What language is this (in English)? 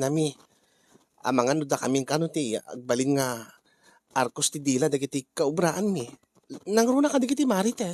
Iloko